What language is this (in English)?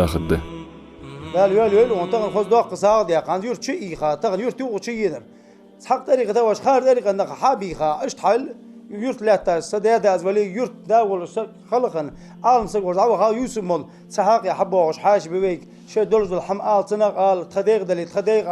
Ingush